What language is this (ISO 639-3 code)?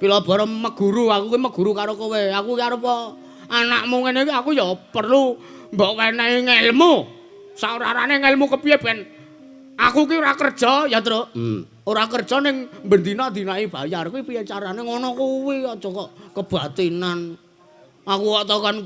jav